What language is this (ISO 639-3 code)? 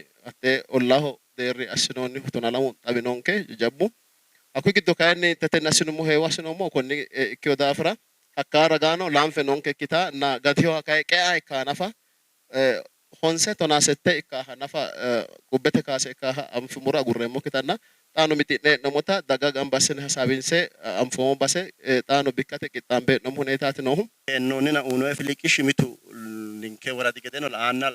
sid